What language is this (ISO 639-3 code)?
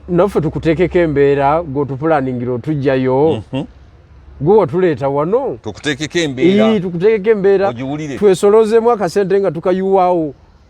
lug